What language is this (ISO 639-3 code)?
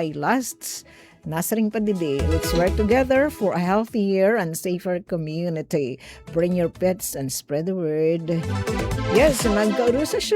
war